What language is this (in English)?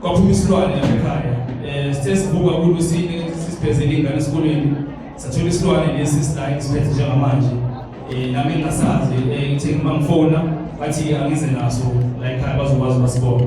Zulu